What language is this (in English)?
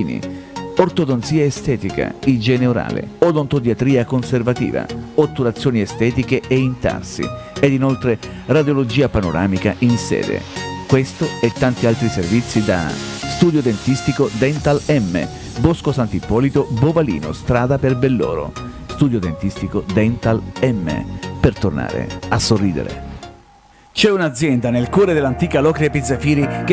Italian